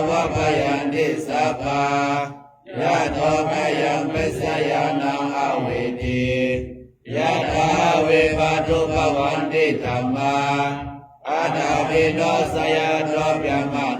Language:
Pali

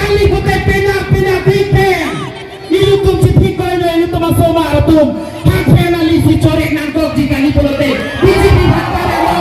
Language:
Karbi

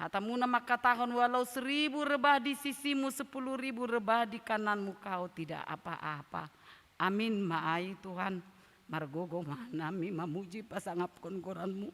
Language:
Batak Simalungun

